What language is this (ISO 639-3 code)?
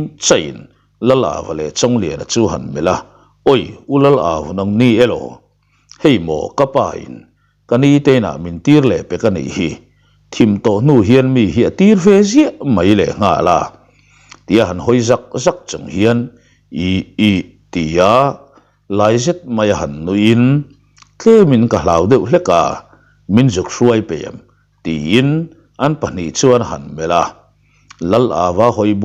lus